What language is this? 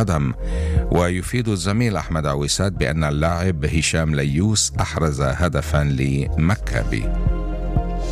Arabic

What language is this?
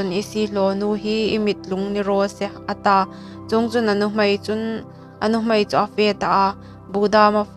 Hmar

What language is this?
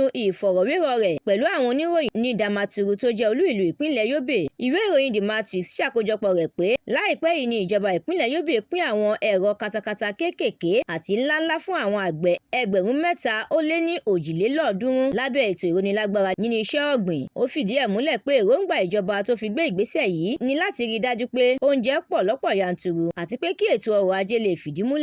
Yoruba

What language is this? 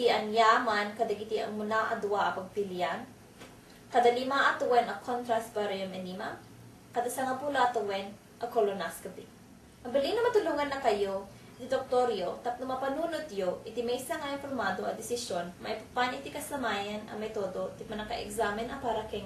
Iloko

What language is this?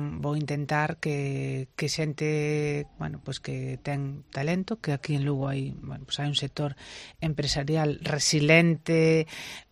Galician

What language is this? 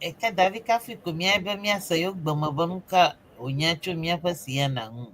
Ewe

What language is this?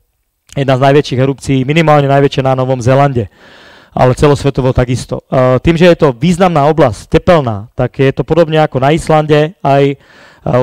Slovak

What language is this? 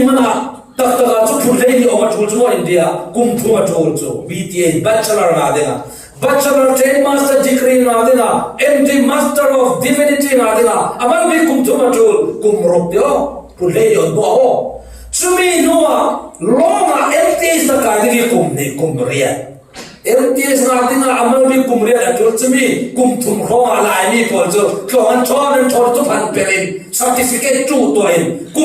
Falam Chin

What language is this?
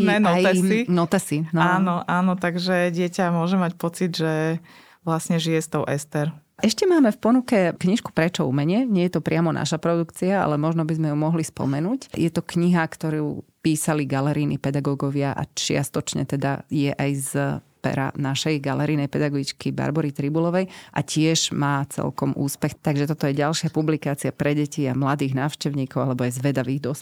Slovak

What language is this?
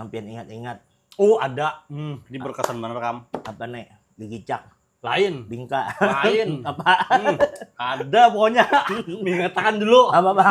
Banjar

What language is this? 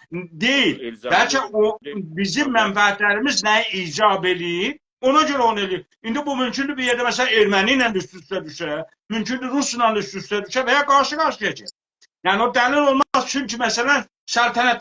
South Azerbaijani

